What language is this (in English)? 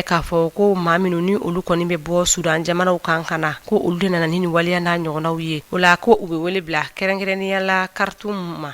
Bambara